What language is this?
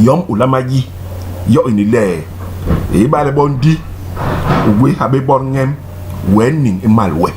Basaa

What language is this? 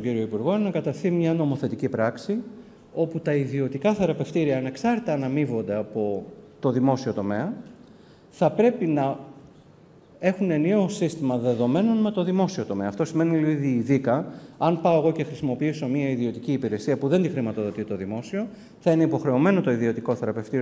Greek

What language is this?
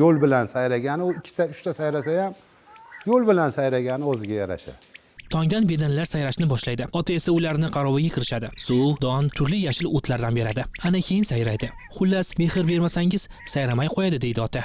Uzbek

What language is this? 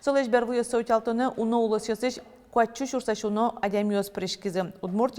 Udmurt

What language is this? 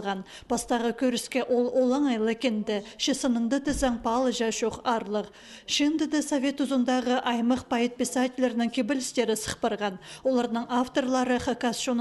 Khakas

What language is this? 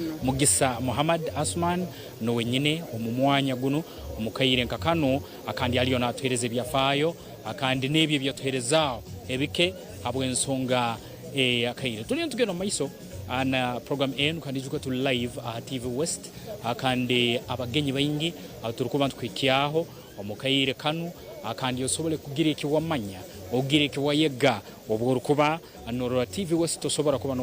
Nyankole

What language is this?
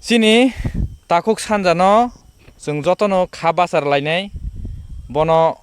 Kok Borok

